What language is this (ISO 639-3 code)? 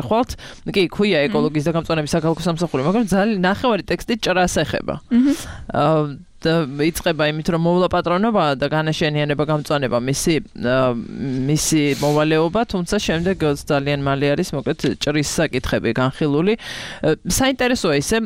kat